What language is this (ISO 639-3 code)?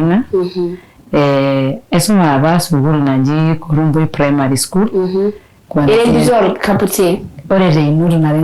mas